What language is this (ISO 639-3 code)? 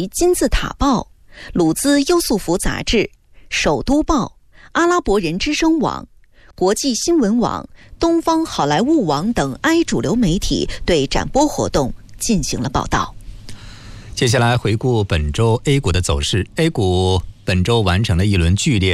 zho